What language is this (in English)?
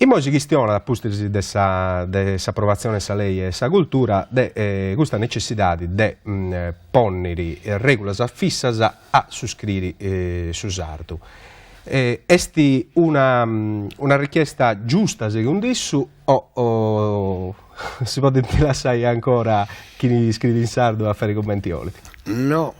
Sardinian